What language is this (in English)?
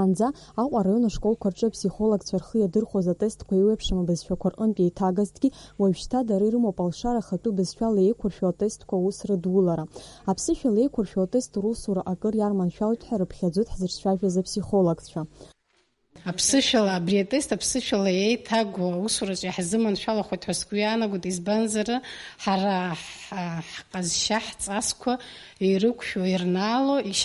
Abkhazian